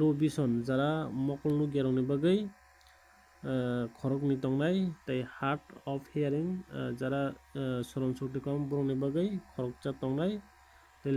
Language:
Kok Borok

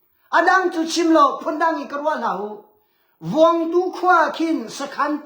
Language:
Hakha Chin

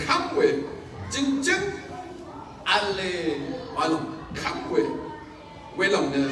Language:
Rawang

